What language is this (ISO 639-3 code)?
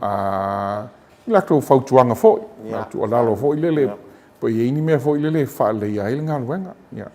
smo